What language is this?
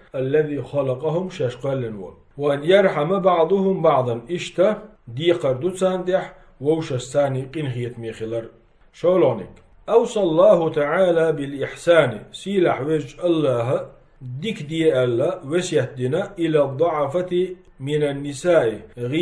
Chechen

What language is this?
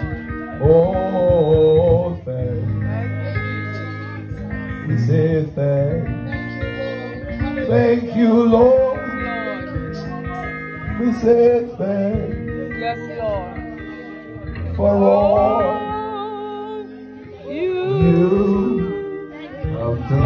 English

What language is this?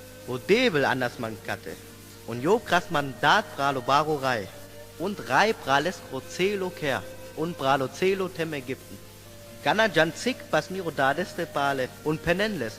Sinte Romani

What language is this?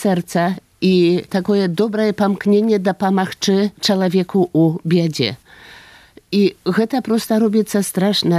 Belarusian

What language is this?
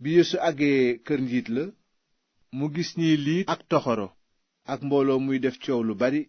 Wolof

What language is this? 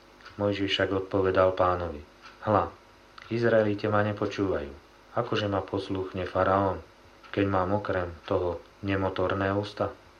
Slovak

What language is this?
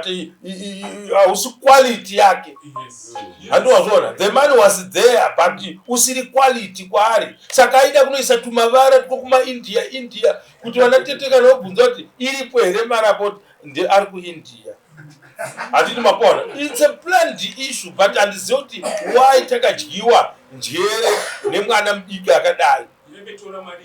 Shona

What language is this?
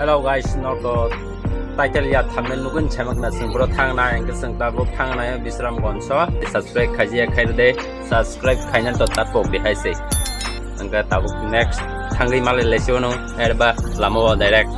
Kok Borok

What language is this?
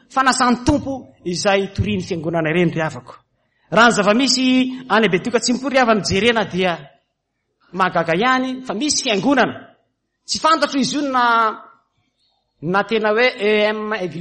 Malagasy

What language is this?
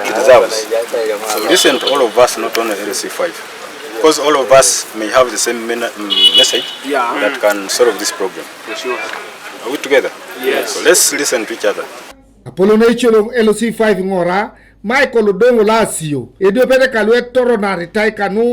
Teso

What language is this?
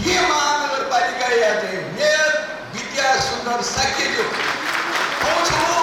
Newari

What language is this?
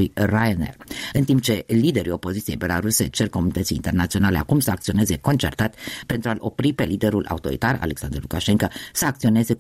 Romanian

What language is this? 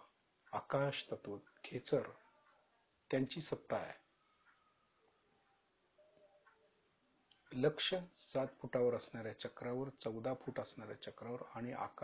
Marathi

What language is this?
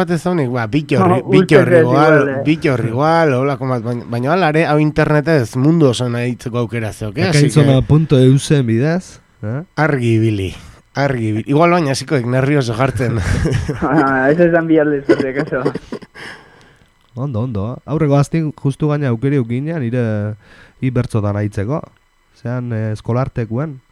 Basque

